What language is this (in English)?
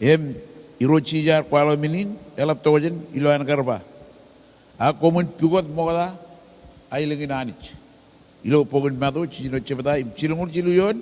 Marshallese